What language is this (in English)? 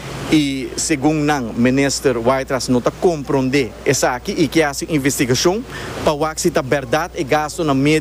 Papiamento